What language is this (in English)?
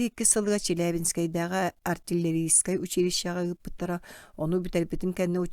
Yakut